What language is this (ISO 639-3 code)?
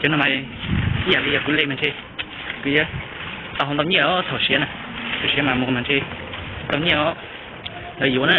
hmn